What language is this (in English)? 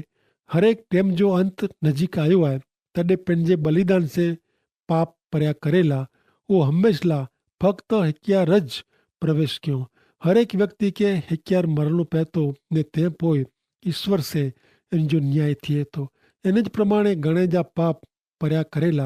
Kachhi